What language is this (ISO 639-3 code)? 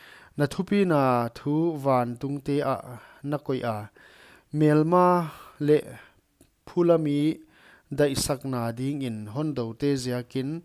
pck